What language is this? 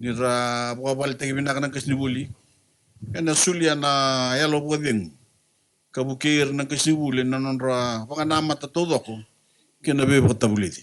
Fijian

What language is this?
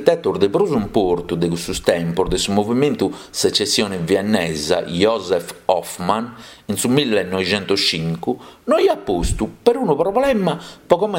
Sardinian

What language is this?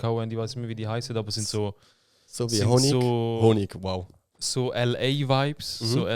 Swiss German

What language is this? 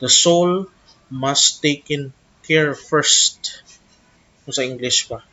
Hiligaynon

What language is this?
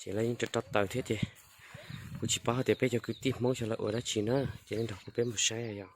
Hmong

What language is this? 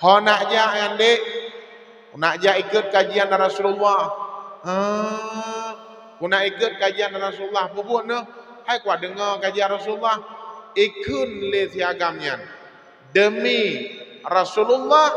Achinese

